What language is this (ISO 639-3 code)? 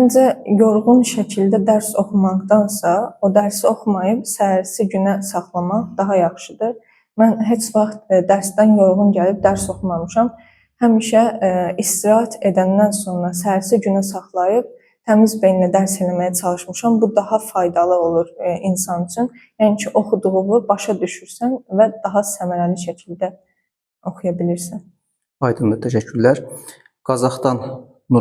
aze